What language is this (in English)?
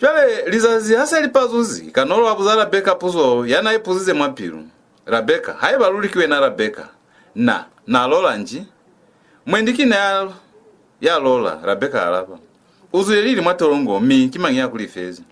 Lozi